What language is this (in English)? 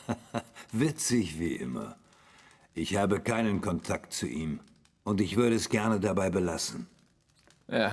Swiss German